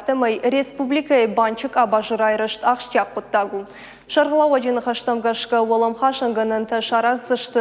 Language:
Ossetic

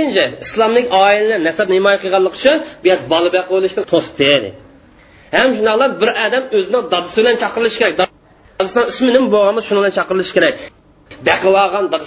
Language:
Uyghur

